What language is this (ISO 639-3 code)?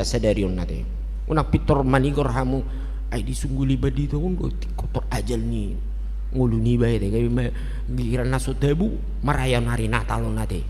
bbc